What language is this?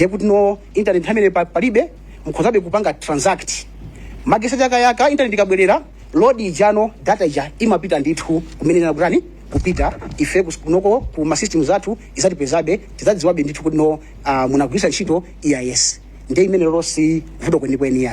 Nyanja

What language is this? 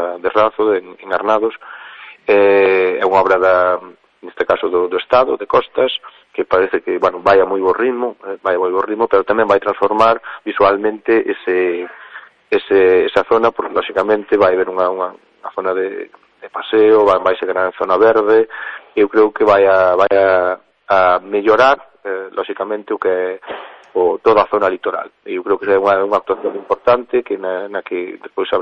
Galician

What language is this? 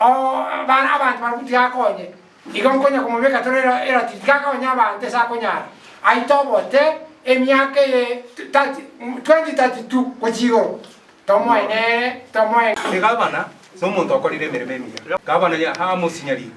Gusii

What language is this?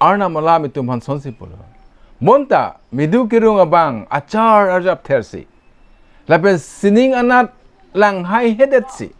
Karbi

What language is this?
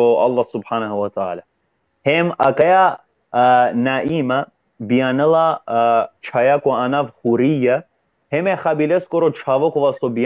Balkan Romani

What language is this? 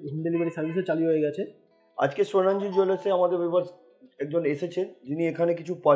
Bangla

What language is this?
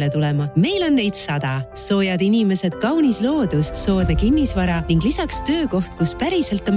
Estonian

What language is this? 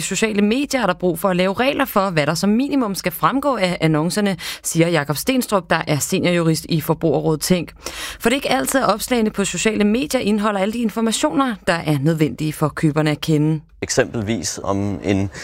Danish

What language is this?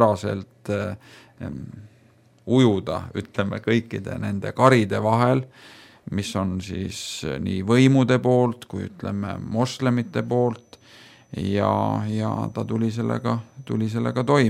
Estonian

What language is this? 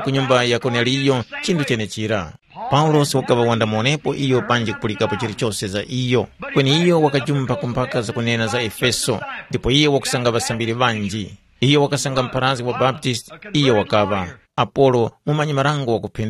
Tumbuka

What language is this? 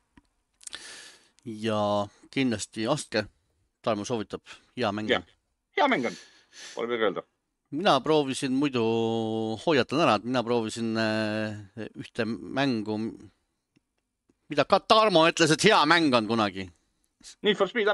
Estonian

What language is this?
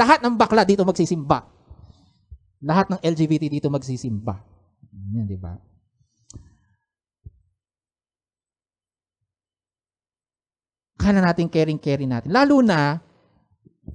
Filipino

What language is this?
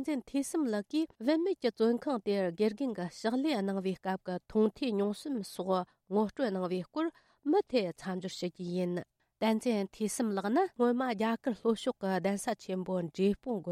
Tibetan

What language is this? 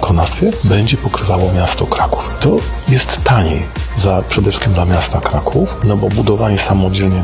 Polish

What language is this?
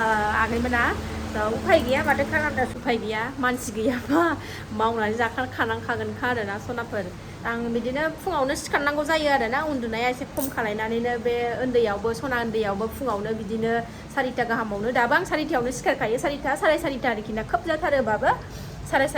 Bodo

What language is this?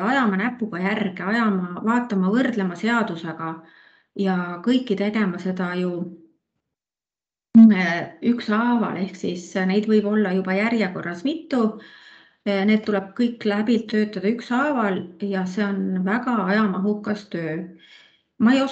Estonian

